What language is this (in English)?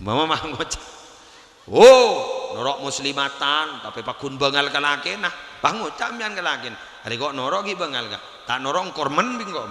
Madurese